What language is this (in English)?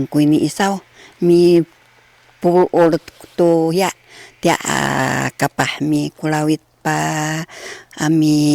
Sakizaya